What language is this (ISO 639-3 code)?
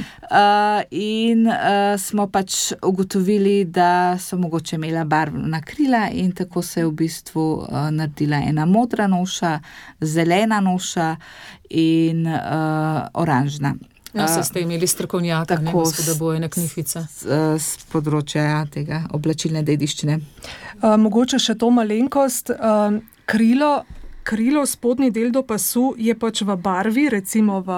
slv